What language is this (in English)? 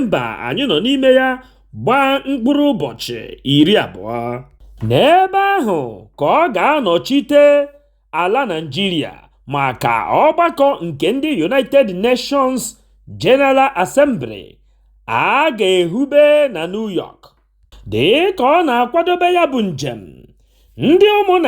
Igbo